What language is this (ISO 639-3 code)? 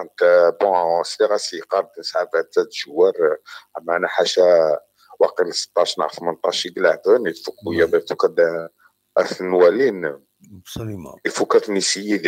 kab